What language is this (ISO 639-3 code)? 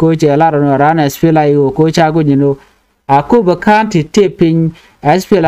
nus